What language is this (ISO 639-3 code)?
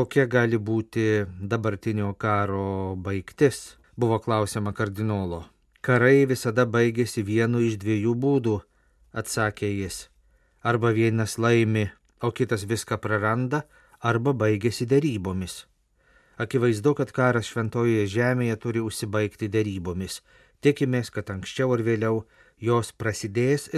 lit